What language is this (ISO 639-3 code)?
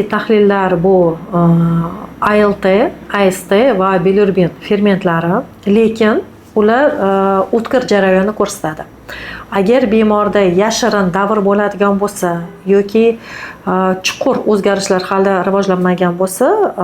uzb